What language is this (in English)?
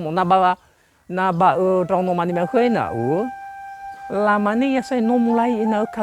Nias